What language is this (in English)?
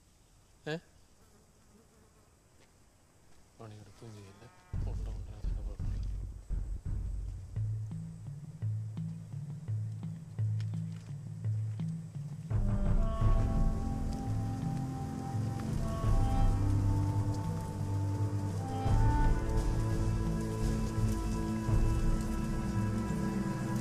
Malayalam